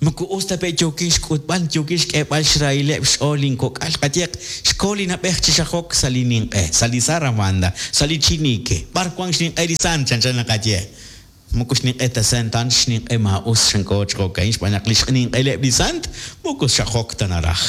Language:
Kekchí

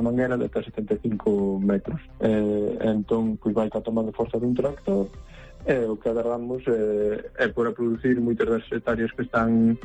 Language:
Galician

